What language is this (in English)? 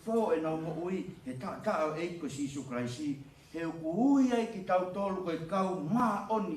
Tongan